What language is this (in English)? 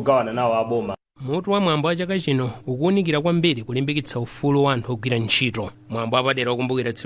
Nyanja